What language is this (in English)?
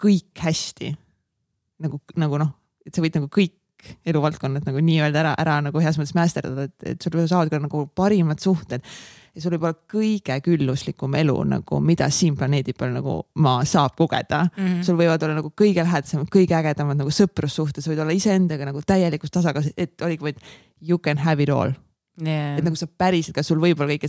Estonian